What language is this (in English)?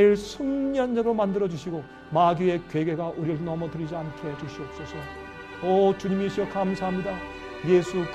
Korean